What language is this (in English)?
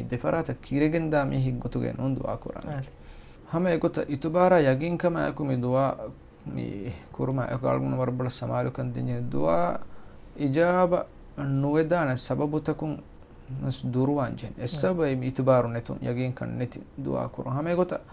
Divehi